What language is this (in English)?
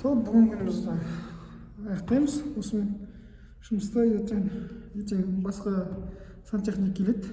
Kazakh